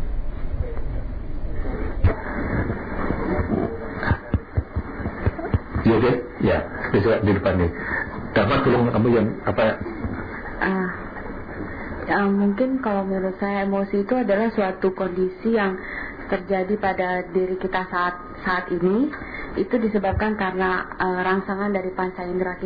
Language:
Indonesian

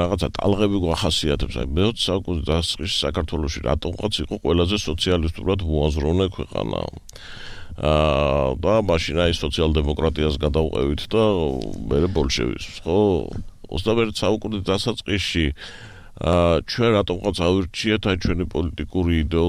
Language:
Georgian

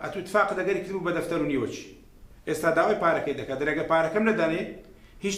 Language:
Central Kurdish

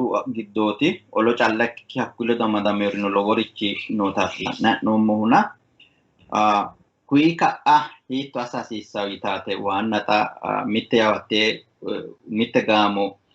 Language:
Sidamo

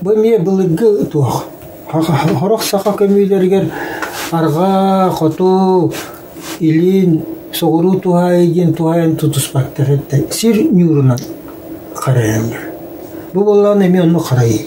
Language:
Yakut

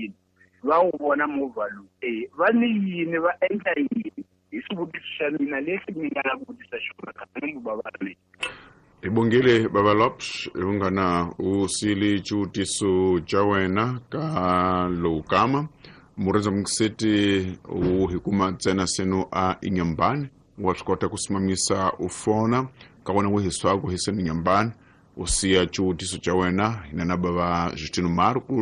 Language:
Tsonga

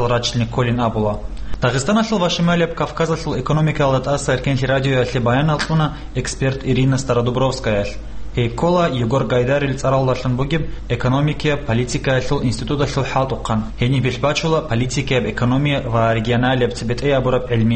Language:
Avaric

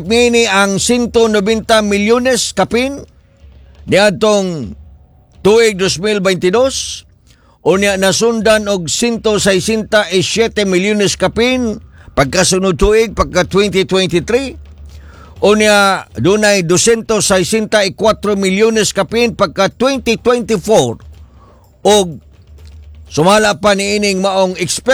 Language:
Cebuano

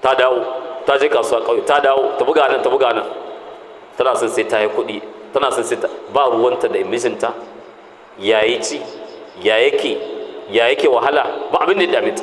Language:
Hausa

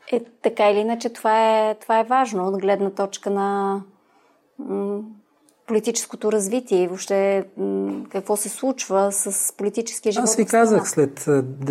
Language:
Bulgarian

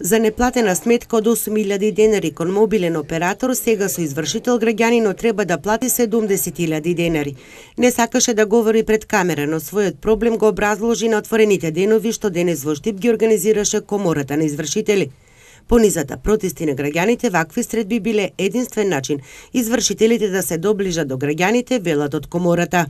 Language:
Macedonian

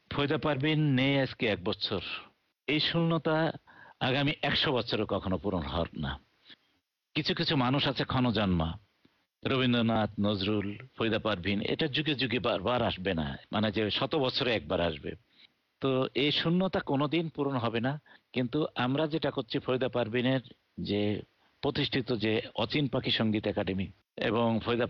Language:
Bangla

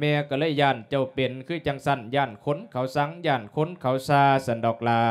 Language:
Lao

